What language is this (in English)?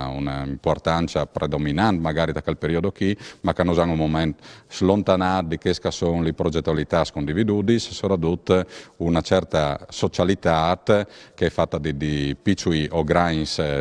Friulian